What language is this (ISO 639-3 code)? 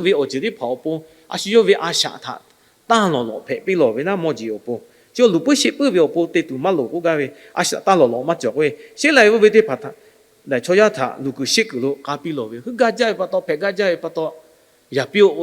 lhu